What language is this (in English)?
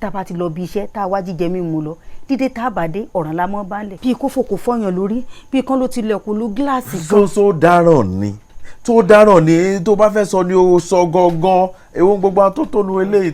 Yoruba